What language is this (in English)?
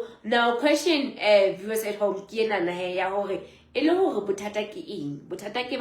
Southern Sotho